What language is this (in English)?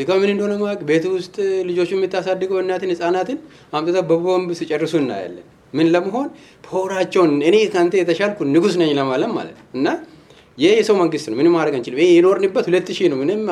Amharic